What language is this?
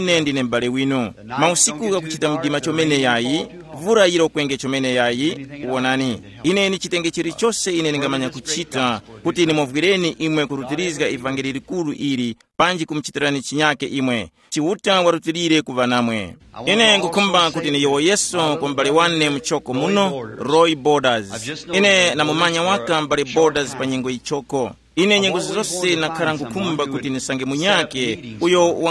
Tumbuka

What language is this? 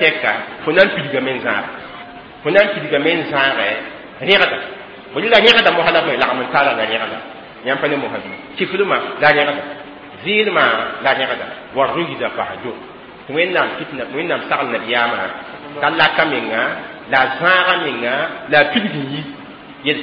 Mossi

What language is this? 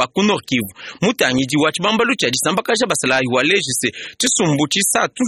Luba-Lulua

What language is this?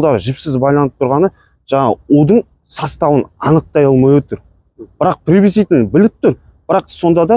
Kazakh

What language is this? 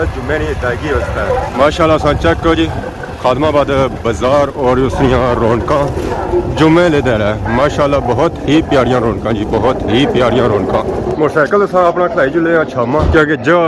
Pahari-Potwari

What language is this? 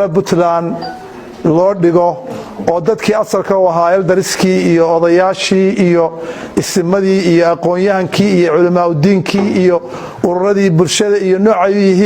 Somali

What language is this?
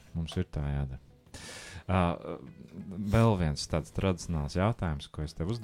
Latvian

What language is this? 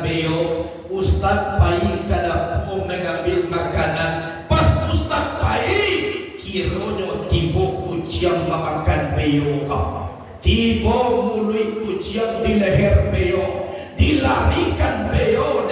Minangkabau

